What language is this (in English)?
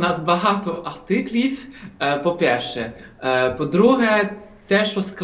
Ukrainian